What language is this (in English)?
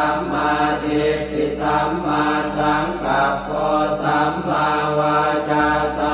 Pali